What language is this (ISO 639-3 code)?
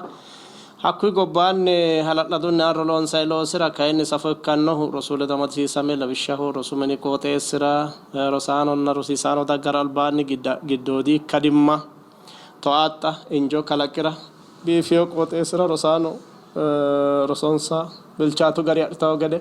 sid